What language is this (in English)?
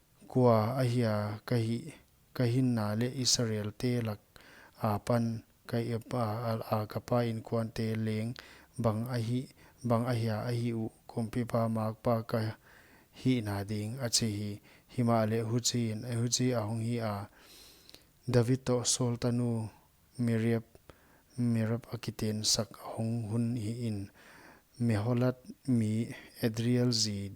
Paite Chin